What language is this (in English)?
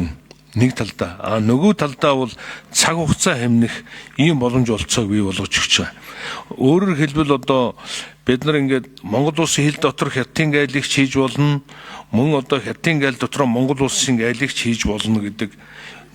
Mongolian